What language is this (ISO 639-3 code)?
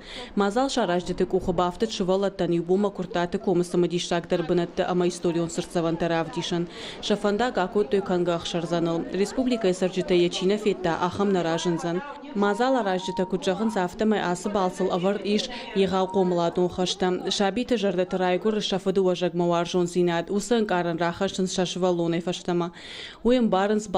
oss